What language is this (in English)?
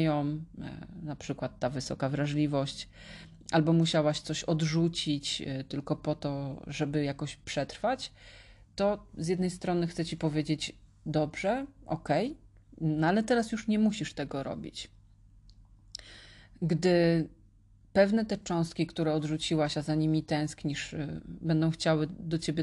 Polish